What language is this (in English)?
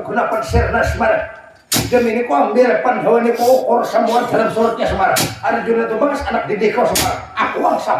Banjar